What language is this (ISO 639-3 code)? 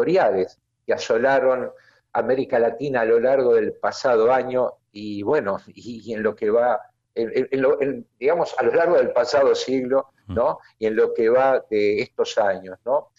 spa